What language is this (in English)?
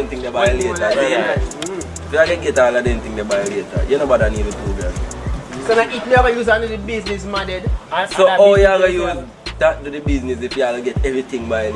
Jamaican Creole English